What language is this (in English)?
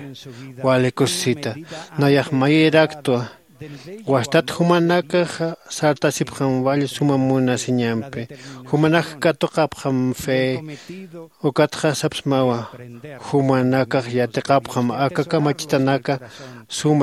Aymara